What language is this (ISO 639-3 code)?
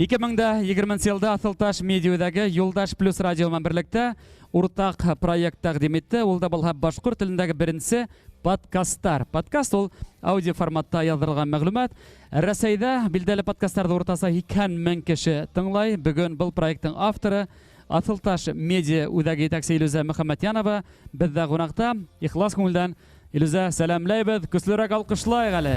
bak